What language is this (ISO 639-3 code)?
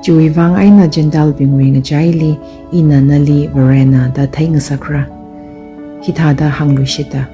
nmf